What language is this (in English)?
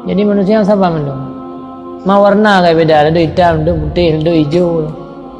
Achinese